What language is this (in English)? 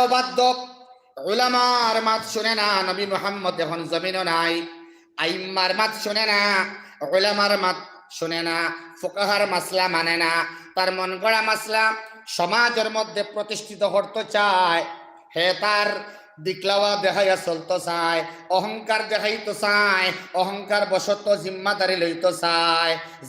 Sylheti